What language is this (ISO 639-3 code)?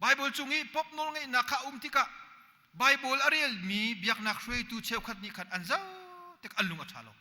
cnh